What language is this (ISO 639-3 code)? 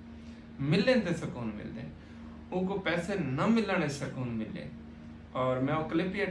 skr